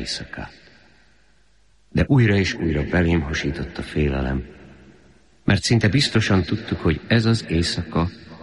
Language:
Hungarian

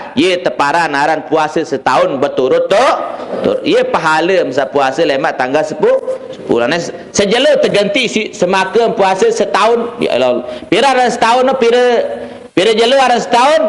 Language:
Sasak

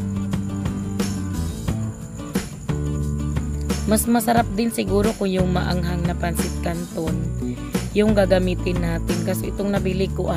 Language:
Filipino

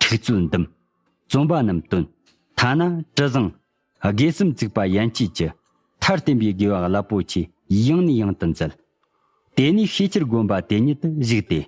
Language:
Tibetan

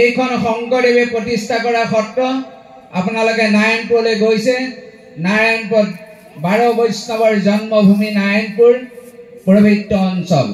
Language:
Assamese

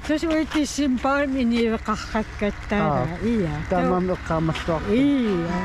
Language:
Kalaallisut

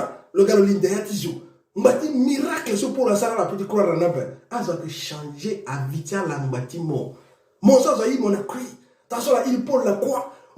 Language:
Sango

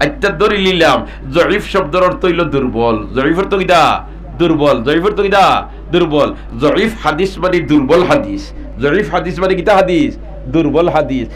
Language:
Sylheti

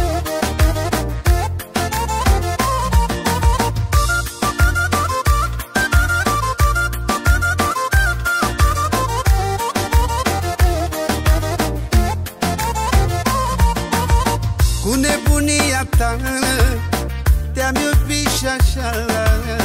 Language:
Romanian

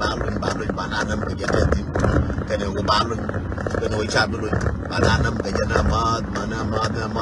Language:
Nuer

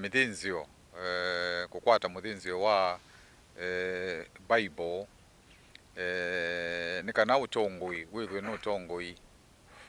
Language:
Kamba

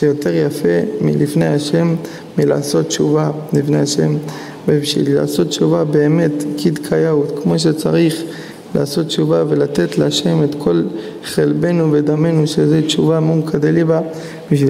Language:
Hebrew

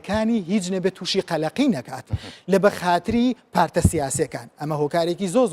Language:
Central Kurdish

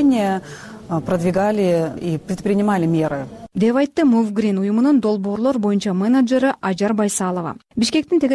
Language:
Kyrgyz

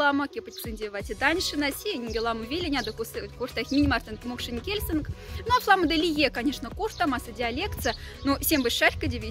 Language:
Moksha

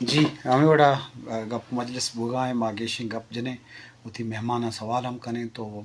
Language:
Eastern Balochi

